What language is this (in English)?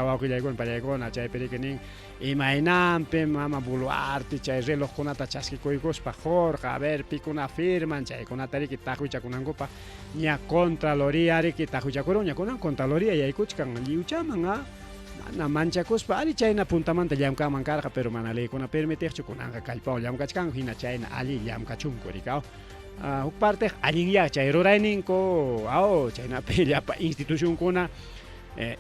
Ayacucho Quechua